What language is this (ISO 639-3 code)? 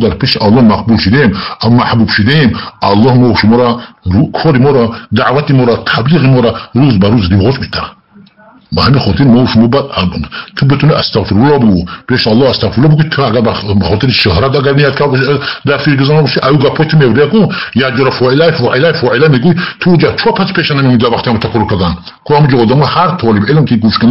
tgk